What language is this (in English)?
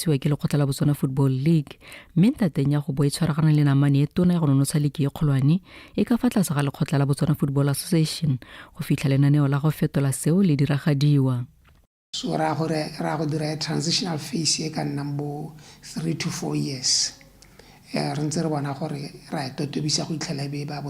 Tswana